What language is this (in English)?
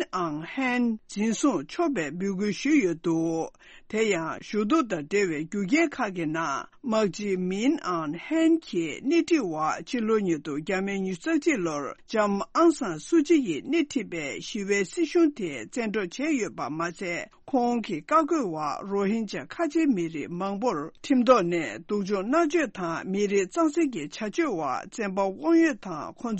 Tibetan